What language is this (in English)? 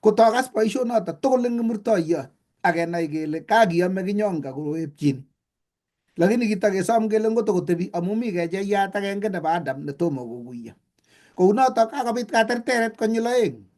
Kalenjin